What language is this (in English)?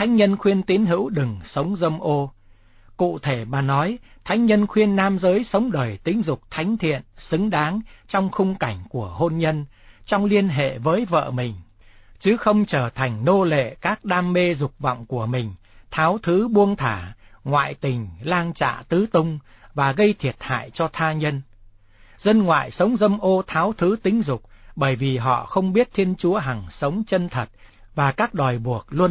Vietnamese